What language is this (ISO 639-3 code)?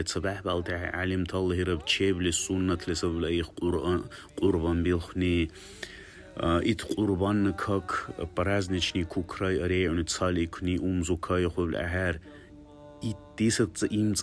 dar